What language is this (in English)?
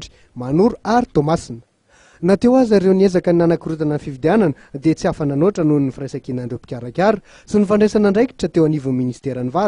Malagasy